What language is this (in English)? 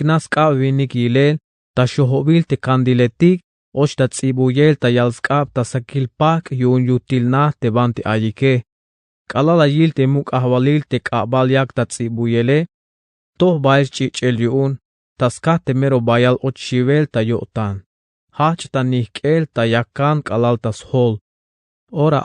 Tzeltal